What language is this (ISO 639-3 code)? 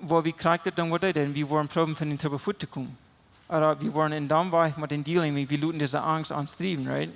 pdt